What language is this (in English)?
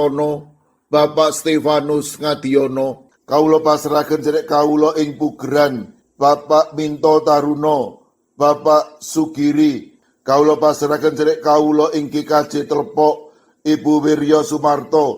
Javanese